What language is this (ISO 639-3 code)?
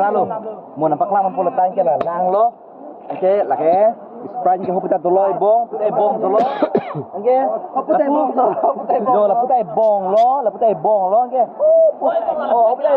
mjw